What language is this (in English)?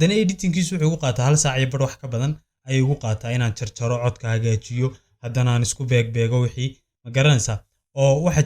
Somali